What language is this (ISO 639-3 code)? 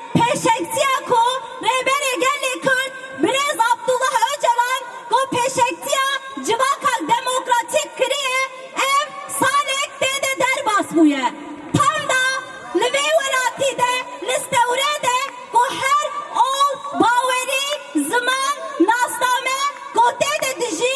kur